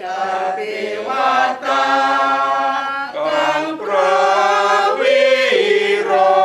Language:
Javanese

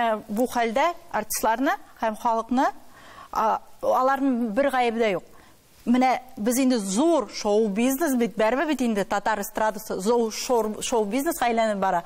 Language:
Tatar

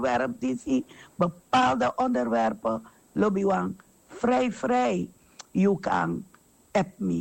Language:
Sranan Tongo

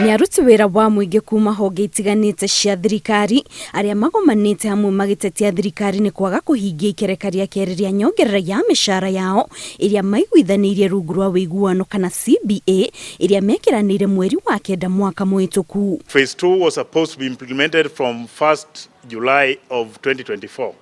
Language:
Kikuyu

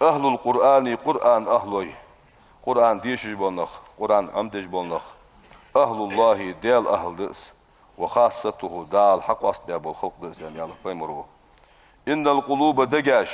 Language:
Ingush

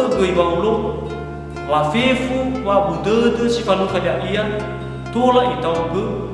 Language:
Nias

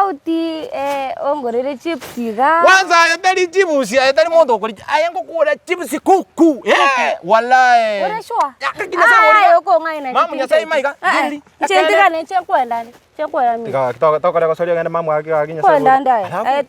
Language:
Gusii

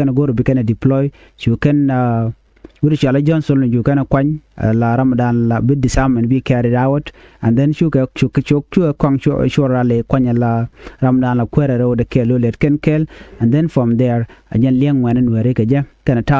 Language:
Nuer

